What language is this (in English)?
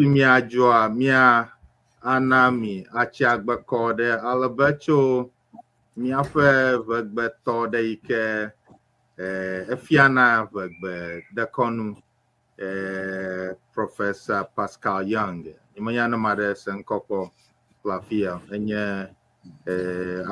Ewe